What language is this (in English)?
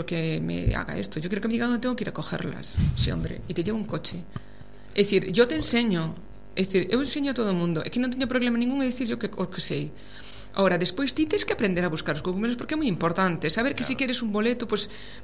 Galician